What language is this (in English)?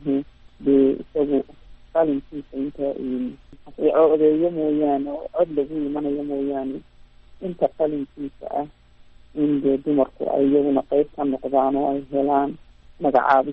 Somali